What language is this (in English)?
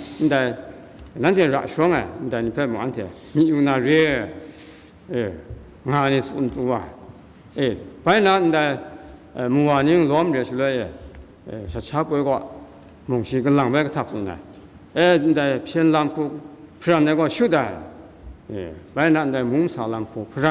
Kachin